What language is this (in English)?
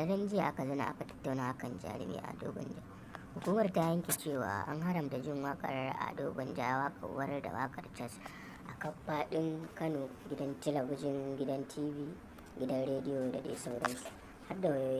Hausa